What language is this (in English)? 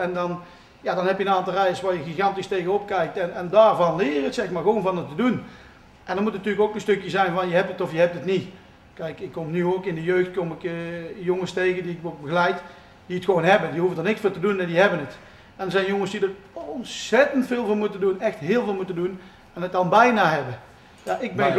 Dutch